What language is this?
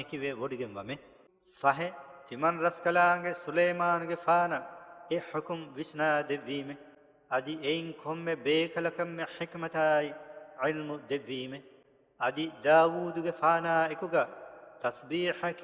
Divehi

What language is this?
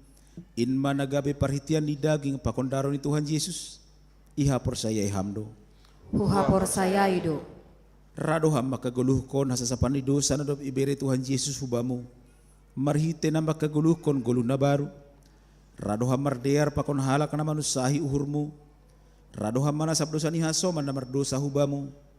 Batak Simalungun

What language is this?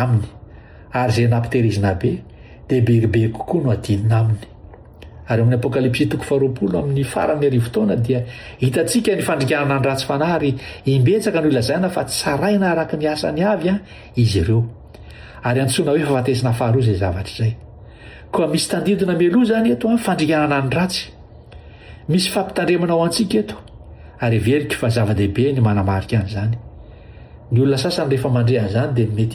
Malagasy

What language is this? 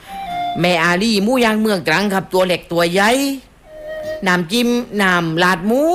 Thai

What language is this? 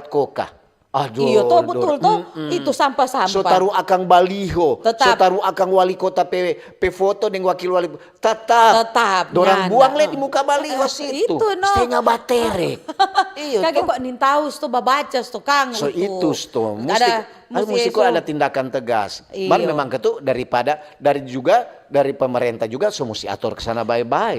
Manado Malay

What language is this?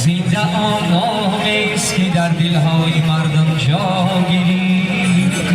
Tajik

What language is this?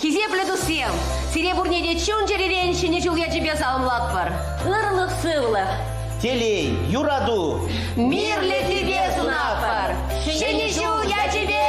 Chuvash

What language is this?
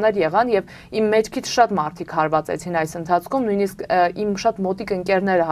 Armenian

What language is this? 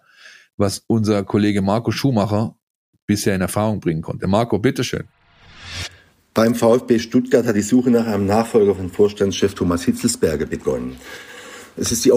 German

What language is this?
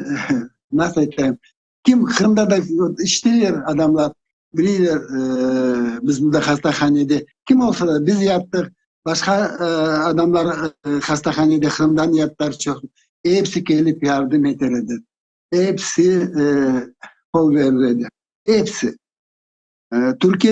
Crimean Tatar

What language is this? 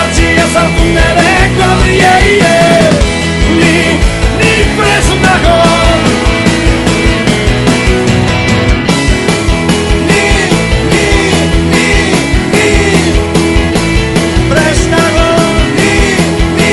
Basque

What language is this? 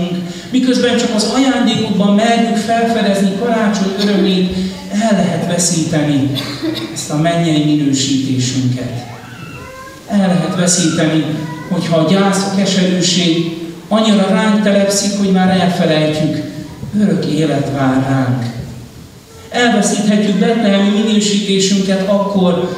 Hungarian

